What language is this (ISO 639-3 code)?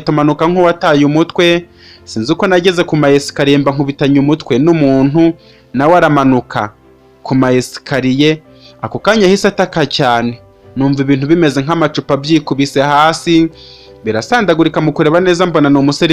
kin